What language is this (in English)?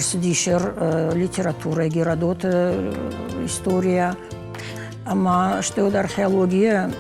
Ossetic